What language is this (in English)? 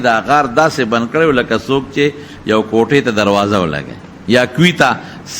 Pashto